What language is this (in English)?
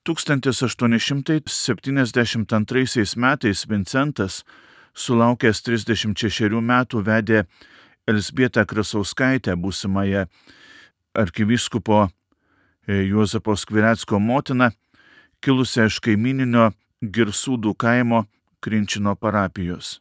Lithuanian